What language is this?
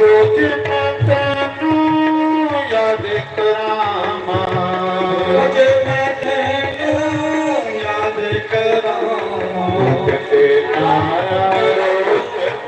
Dogri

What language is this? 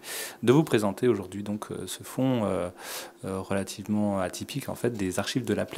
French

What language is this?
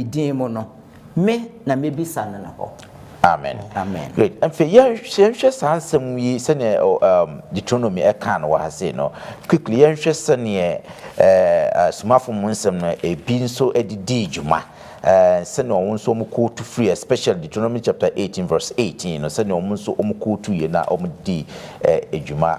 Akan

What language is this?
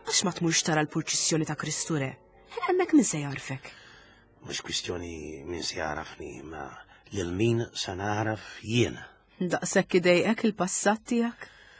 Maltese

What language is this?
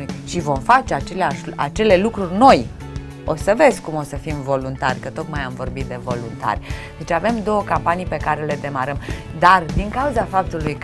Romanian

